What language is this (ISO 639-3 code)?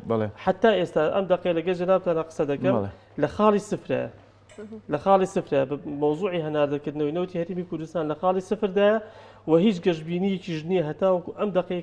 ckb